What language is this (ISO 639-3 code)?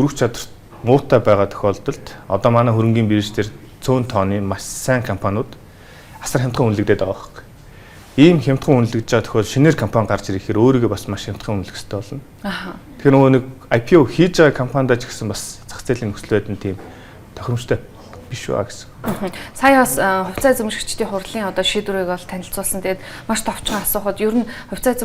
mon